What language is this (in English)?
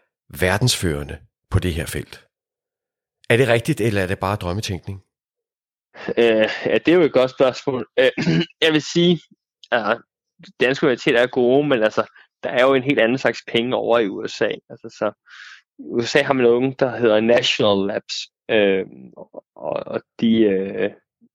Danish